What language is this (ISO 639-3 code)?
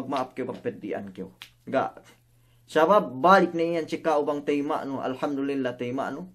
yka